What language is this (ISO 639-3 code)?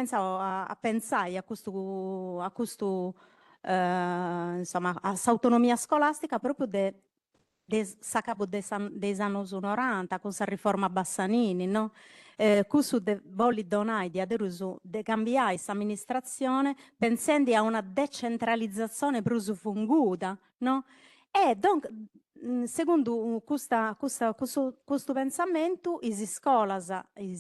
srd